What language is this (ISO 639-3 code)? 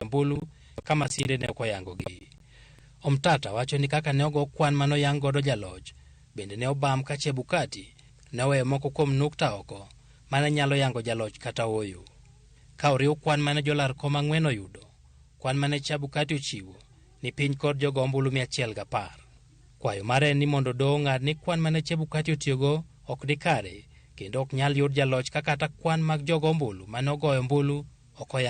luo